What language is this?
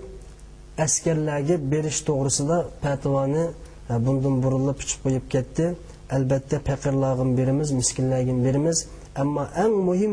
Uyghur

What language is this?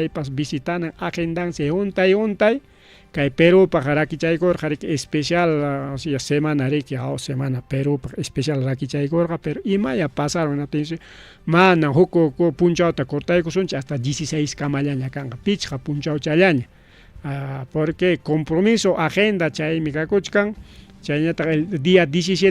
Ayacucho Quechua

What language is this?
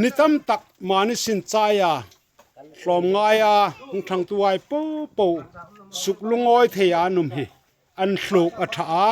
Hmar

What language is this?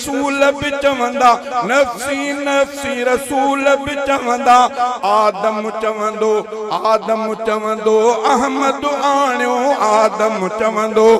Sindhi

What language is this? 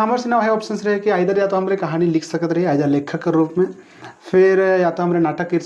Sadri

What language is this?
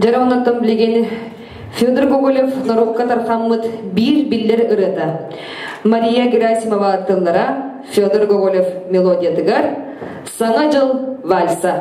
Yakut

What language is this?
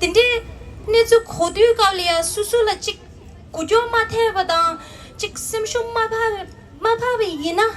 Tibetan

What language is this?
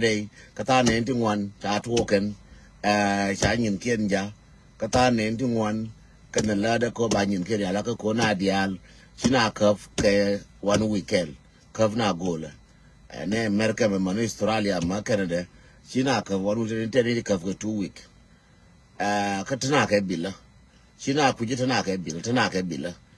Nuer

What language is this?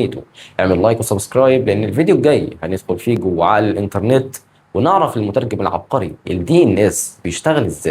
Egyptian Arabic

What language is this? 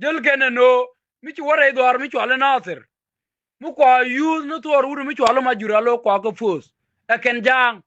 Nuer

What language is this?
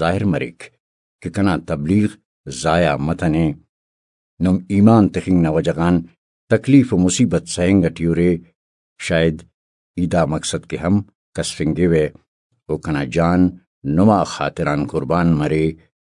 Brahui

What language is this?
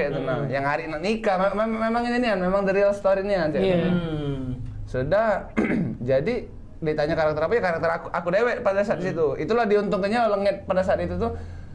Musi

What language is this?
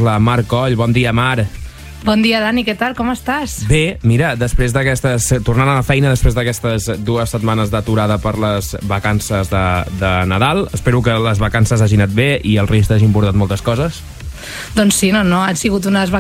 Catalan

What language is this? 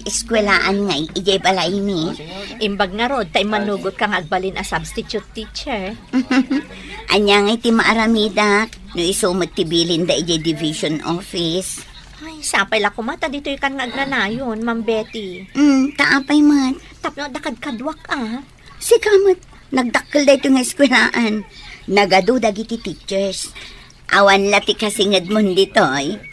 Iloko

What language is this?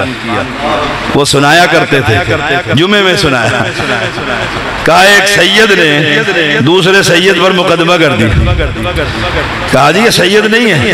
Urdu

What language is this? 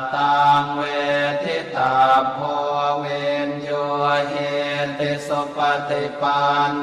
Pali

